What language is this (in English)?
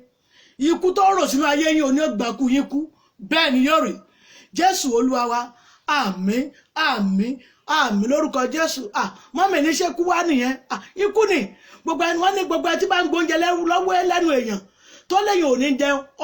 Yoruba